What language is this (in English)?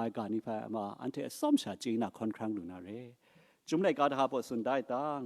Kachin